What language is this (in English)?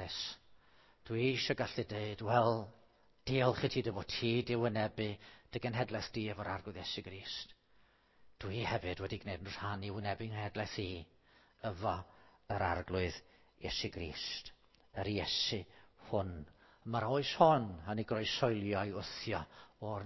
Welsh